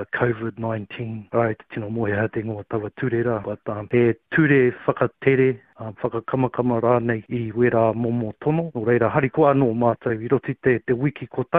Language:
Māori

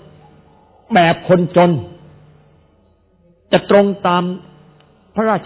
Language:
Thai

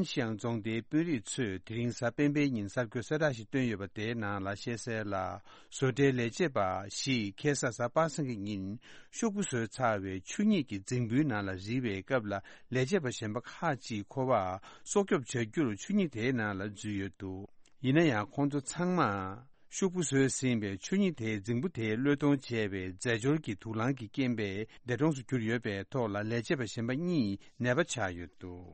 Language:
Tibetan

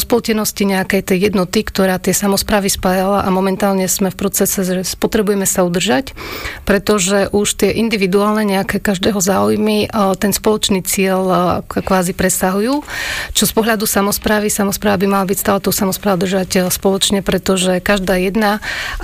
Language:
Slovak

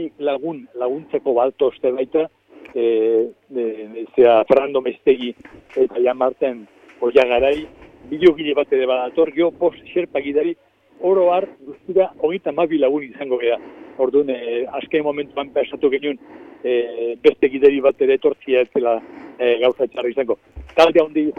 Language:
Basque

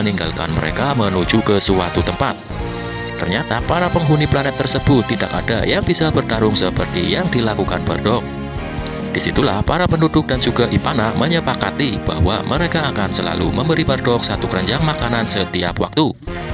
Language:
Indonesian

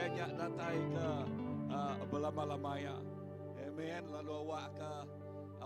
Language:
Iban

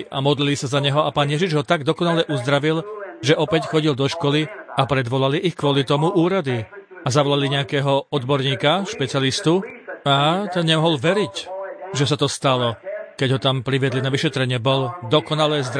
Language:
Slovak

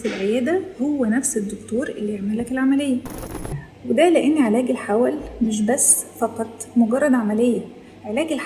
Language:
Egyptian Arabic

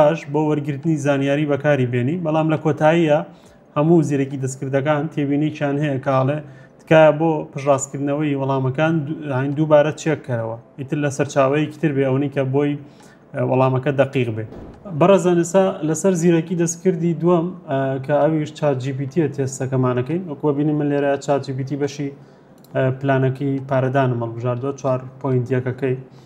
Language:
Central Kurdish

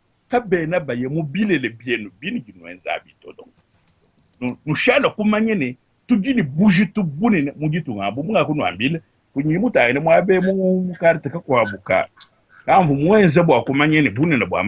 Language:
Luba-Lulua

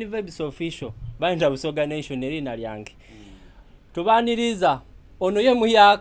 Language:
Soga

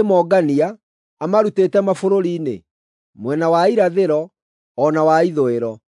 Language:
Kikuyu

